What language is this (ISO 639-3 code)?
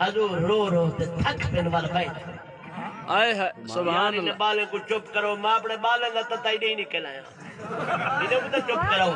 skr